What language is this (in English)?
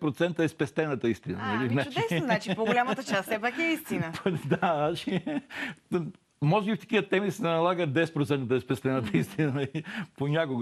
Bulgarian